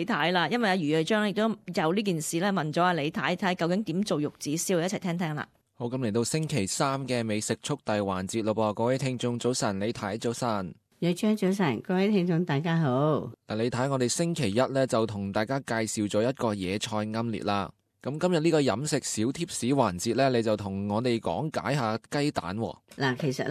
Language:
Cantonese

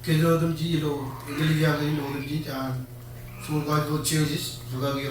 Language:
Marshallese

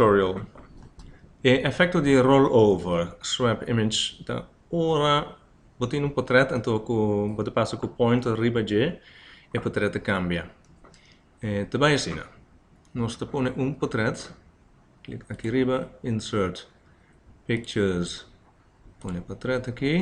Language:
Papiamento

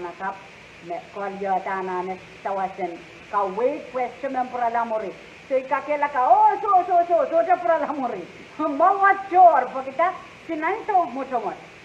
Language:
Pohnpeian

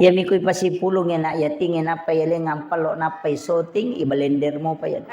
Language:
Buginese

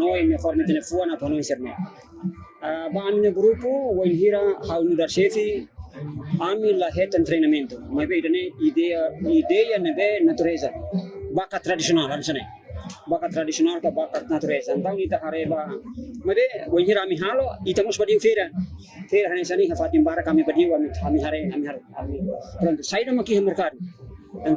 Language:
Tetum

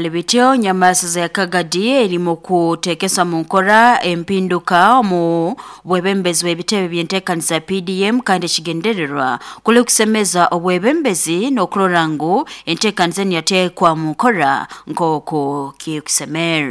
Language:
Nyoro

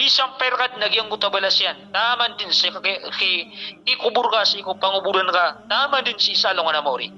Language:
Maranao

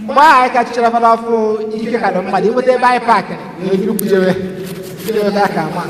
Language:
Igbo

